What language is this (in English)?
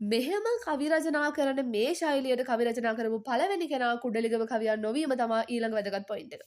Sinhala